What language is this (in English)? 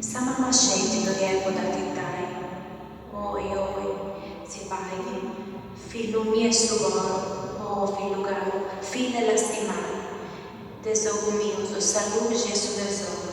Sardinian